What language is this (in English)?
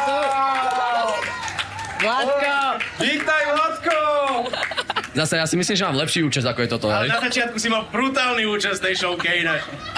Slovak